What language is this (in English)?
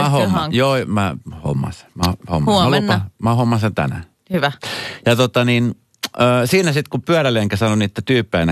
Finnish